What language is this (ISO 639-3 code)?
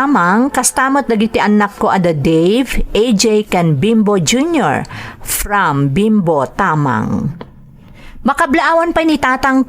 ilo